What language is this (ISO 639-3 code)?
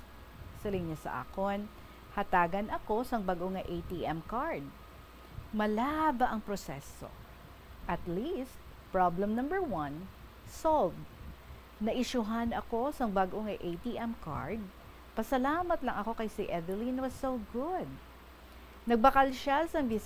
hil